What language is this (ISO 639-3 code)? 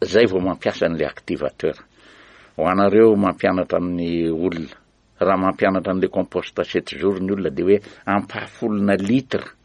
mlg